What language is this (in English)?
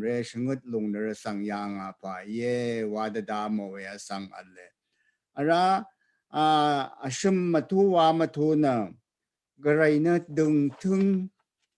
Rawang